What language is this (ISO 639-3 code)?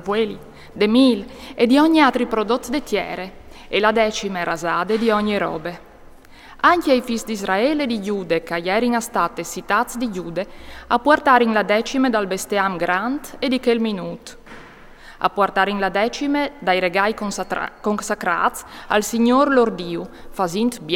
fur